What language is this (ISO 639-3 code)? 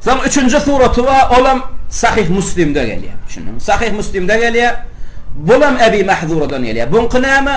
tuk